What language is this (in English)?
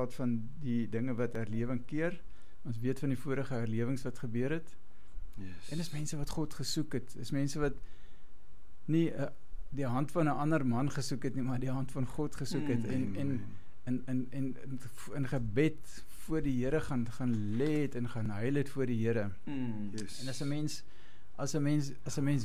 Afrikaans